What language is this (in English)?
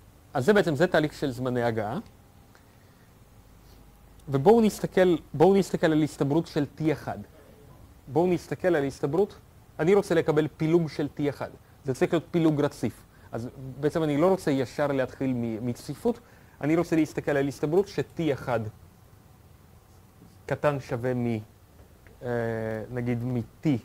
Hebrew